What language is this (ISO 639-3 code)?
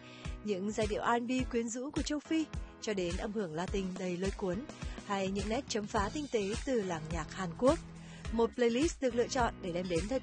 vie